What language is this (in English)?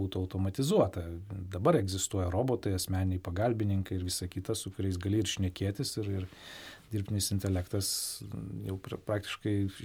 Lithuanian